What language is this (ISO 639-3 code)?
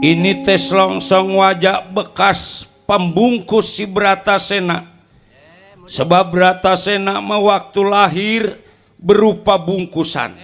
bew